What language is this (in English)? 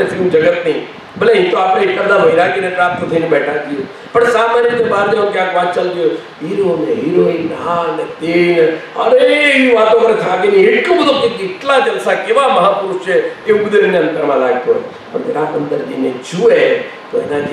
Gujarati